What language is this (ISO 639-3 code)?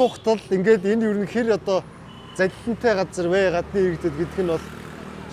mon